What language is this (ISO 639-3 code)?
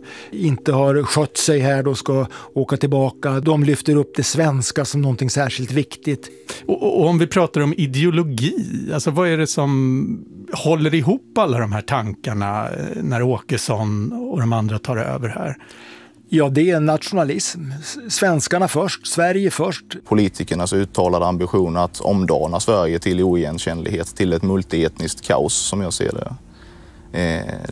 swe